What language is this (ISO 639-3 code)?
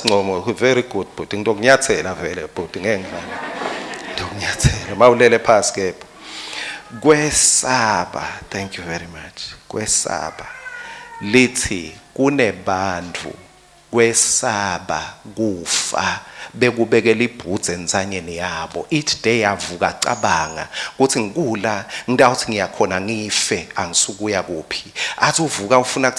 ssw